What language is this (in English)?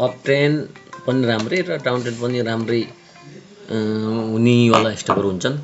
Nepali